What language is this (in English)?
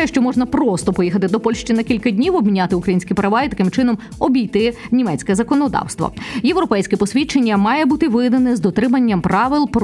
Ukrainian